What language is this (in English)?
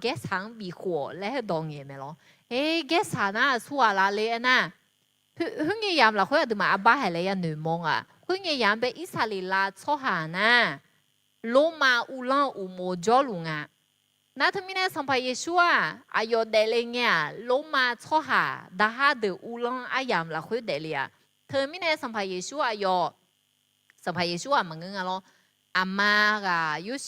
Akha